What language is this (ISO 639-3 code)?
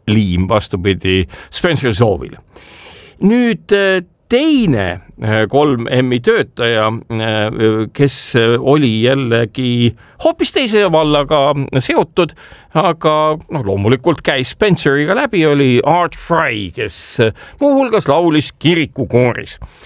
est